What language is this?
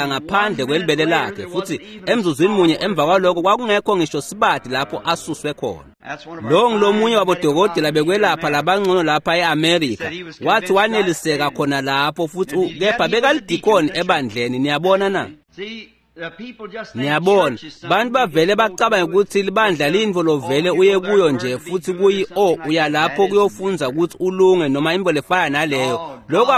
Swati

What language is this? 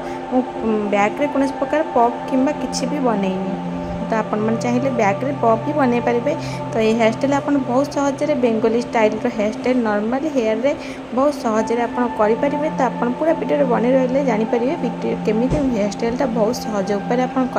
Odia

